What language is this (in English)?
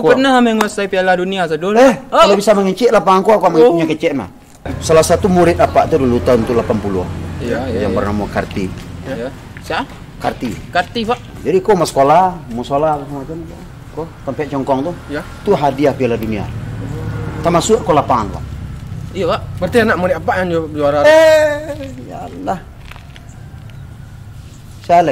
Minangkabau